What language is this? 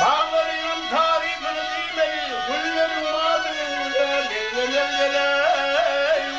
Turkmen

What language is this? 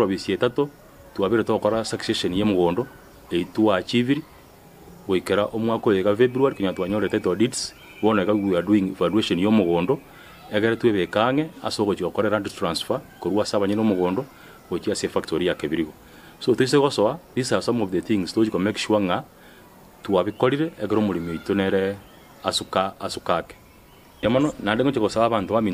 Gusii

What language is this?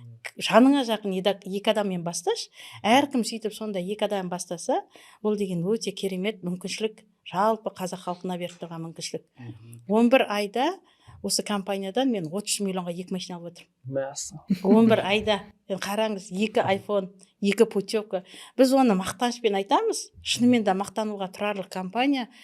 Kazakh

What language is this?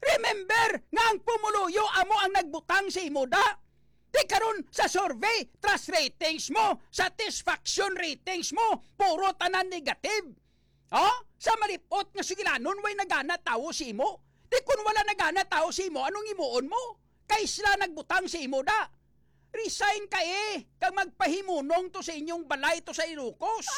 Hiligaynon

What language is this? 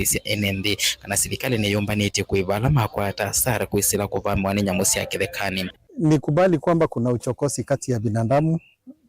Kamba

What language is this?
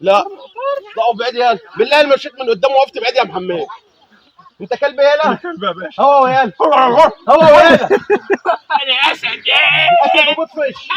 Egyptian Arabic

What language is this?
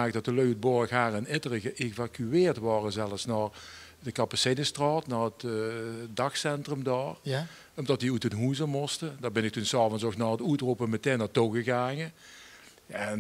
Limburgish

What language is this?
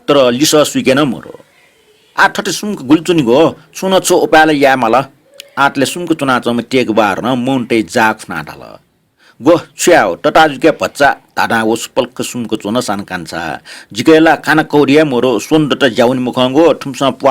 Newari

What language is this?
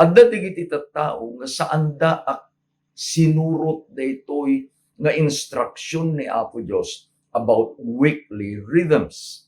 Iloko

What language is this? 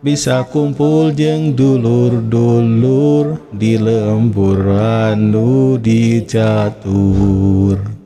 Sundanese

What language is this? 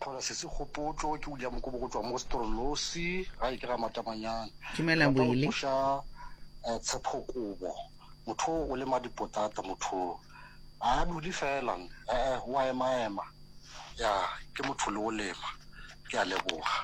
Northern Sotho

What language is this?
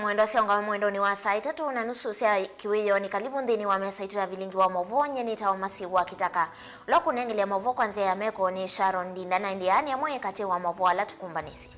Kamba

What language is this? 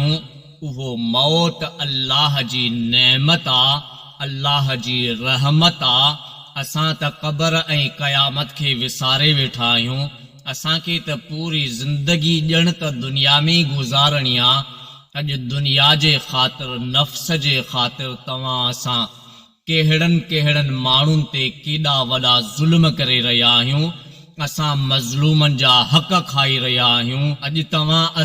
Sindhi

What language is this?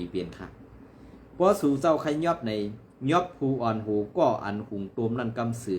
Shan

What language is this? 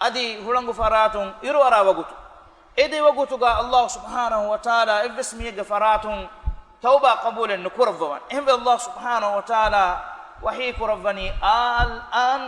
Divehi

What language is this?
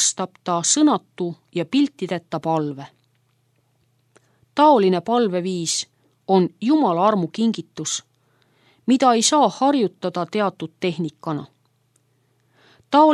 Estonian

